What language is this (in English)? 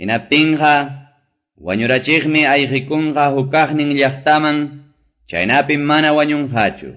Quechua